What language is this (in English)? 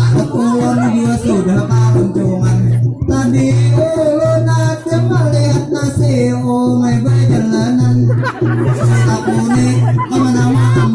Banjar